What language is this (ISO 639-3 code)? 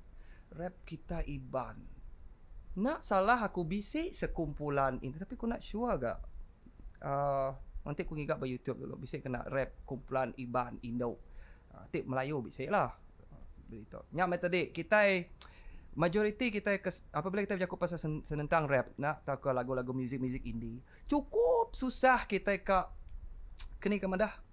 iba